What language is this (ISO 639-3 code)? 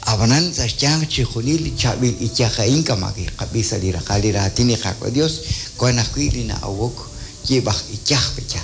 kek